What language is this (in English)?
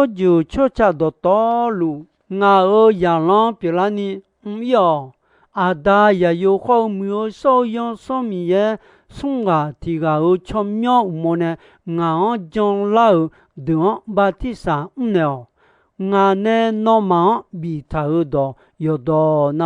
Akha